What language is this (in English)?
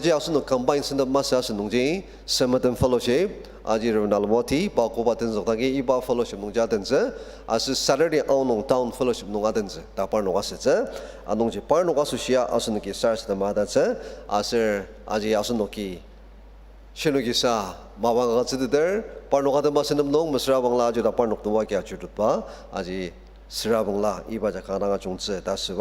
Ao Naga